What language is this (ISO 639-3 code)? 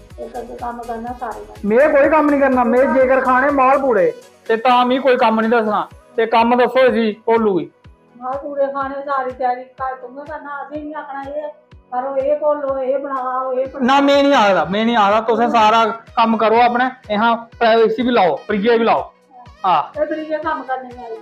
doi